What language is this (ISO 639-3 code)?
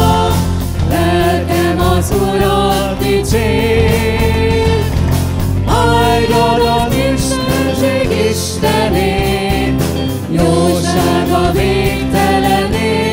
hun